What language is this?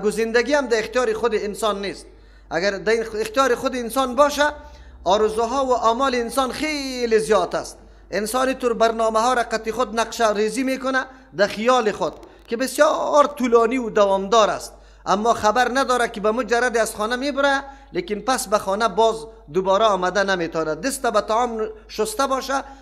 Persian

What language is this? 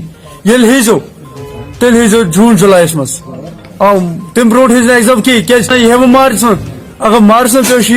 Kashmiri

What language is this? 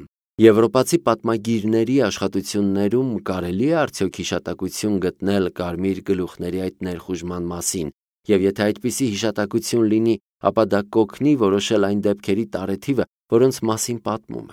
Armenian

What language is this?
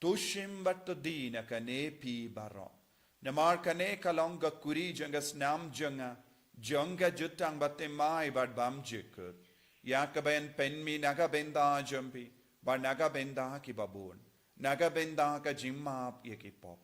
Khasi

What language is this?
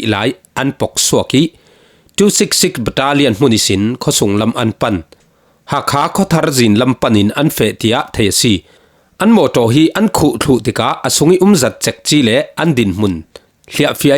Falam Chin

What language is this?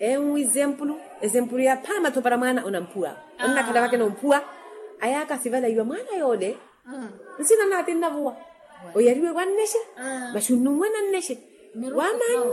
Makhuwa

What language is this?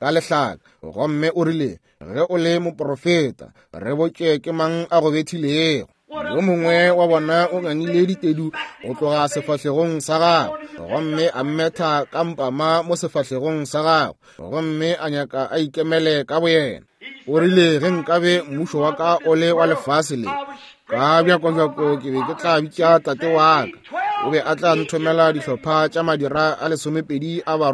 Northern Sotho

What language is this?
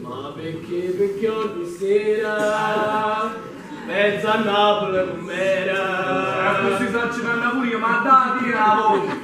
Neapolitan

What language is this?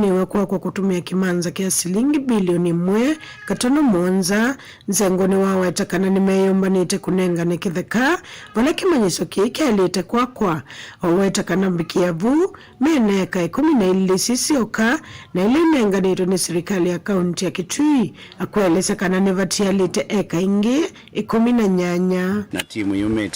Kamba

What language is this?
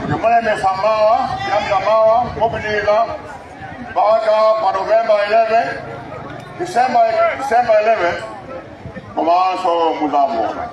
Nyanja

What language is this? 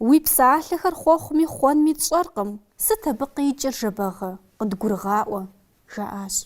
Kabardian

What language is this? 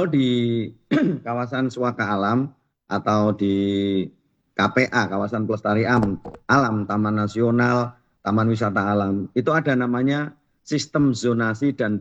Indonesian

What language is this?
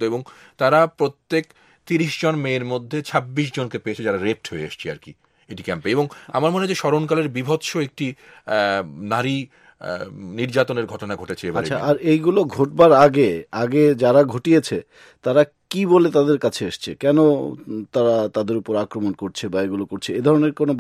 Bangla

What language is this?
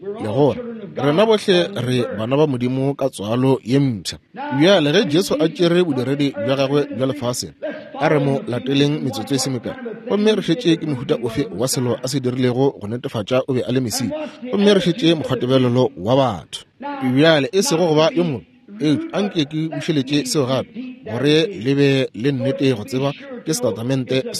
Northern Sotho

